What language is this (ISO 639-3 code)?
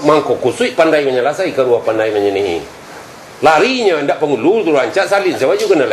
min